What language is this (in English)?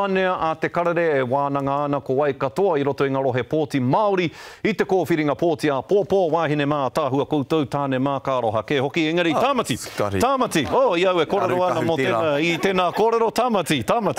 Māori